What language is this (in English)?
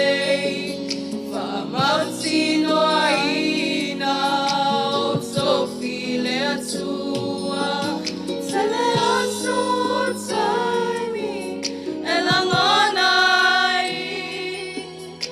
Samoan